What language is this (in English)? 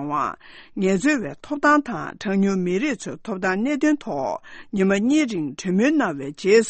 Tibetan